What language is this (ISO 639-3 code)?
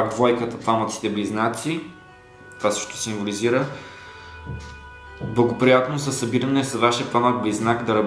bul